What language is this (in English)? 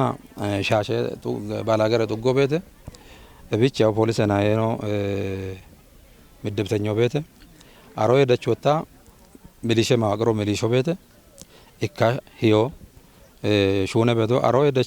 Kafa